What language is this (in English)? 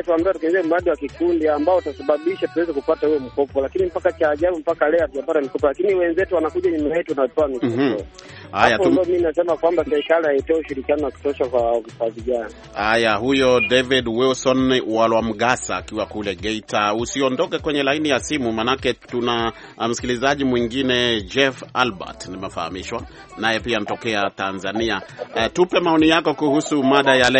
Swahili